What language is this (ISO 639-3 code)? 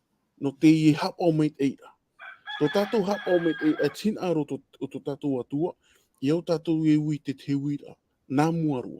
tah